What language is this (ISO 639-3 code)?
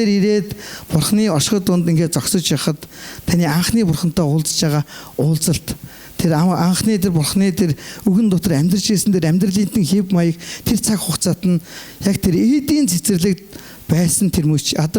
mon